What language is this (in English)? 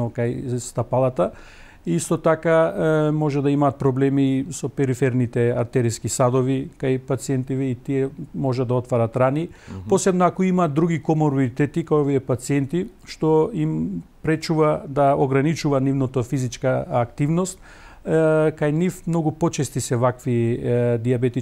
Macedonian